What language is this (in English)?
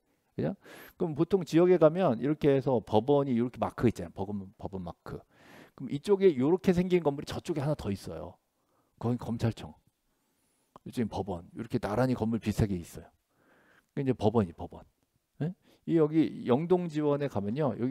Korean